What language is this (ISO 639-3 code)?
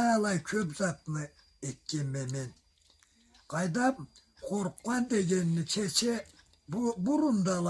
krc